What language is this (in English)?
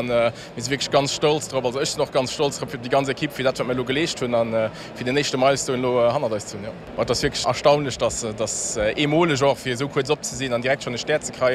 Luxembourgish